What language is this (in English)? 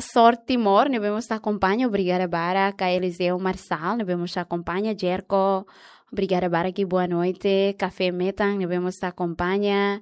Tetum